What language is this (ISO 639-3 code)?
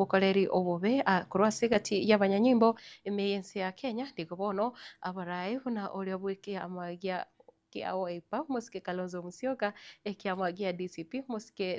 guz